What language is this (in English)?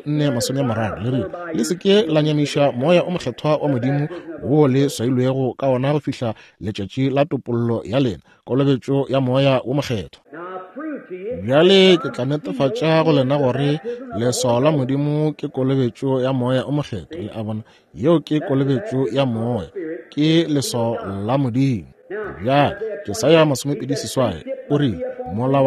Northern Sotho